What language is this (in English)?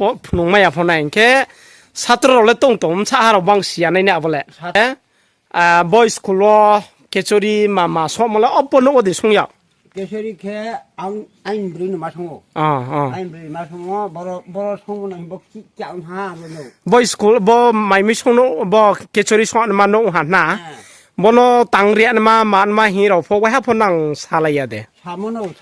Riang (India)